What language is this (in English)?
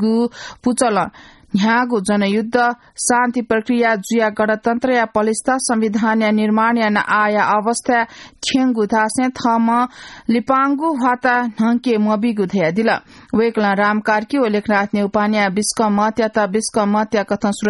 Newari